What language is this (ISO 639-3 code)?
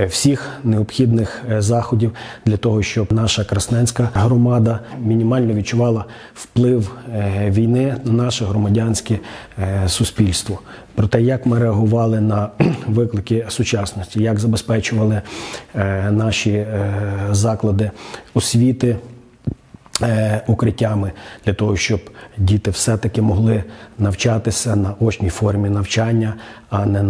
ukr